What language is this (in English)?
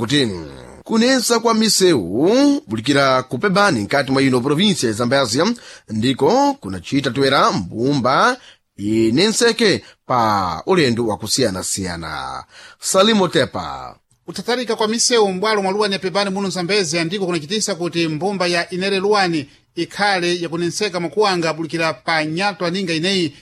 Sena